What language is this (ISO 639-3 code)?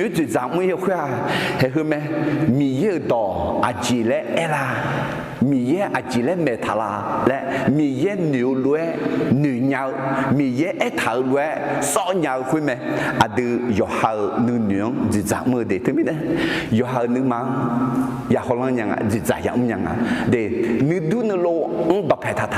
ahk